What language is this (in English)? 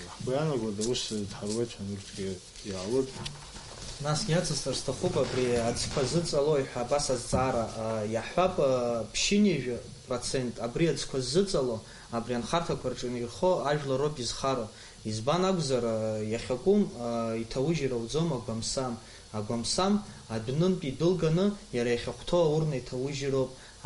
Abkhazian